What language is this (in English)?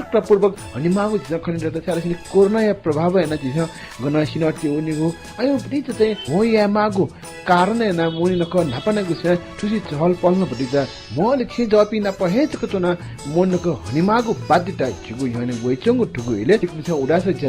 Newari